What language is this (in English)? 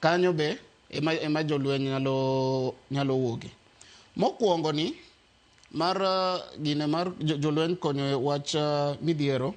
Luo (Kenya and Tanzania)